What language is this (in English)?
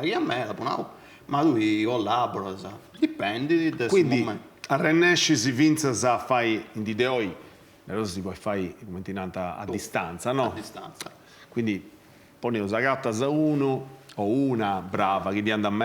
Sardinian